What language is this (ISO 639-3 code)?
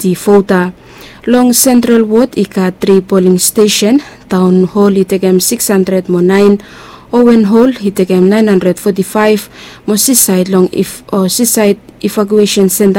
bis